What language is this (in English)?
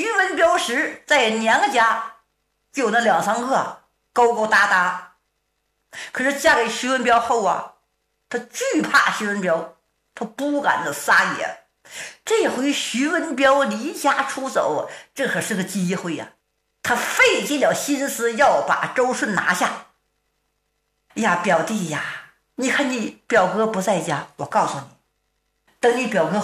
Chinese